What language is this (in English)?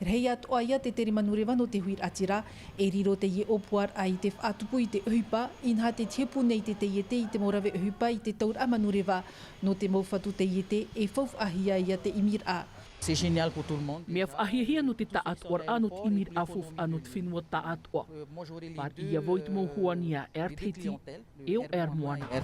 Tahitian